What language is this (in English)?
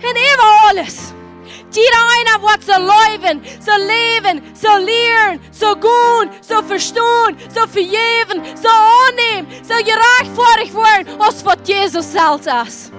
Plautdietsch